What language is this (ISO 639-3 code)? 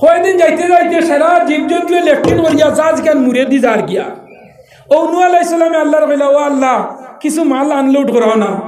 syl